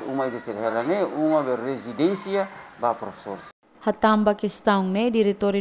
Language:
Tetum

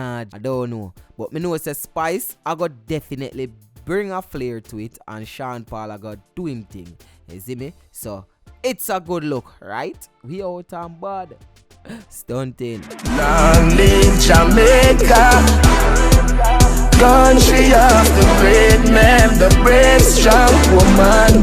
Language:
Jamaican Creole English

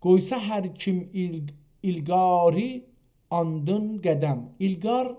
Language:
South Azerbaijani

